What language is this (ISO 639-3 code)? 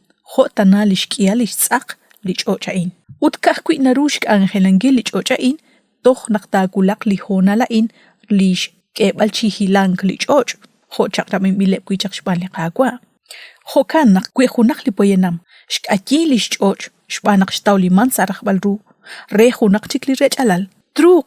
kek